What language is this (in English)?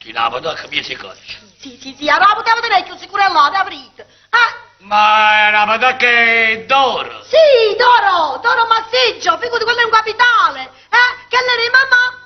Neapolitan